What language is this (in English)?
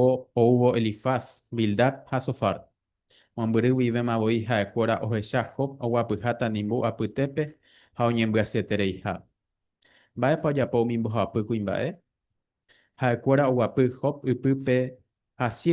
Guarani